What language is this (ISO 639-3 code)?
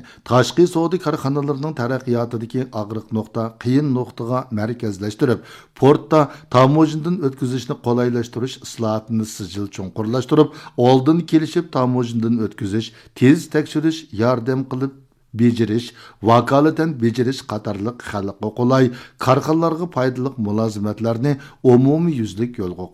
uig